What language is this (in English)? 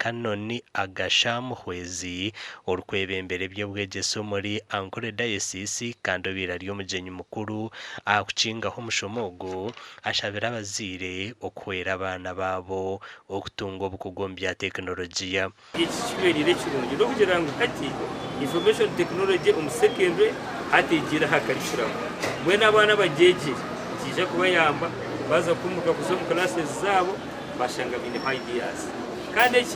Nyankole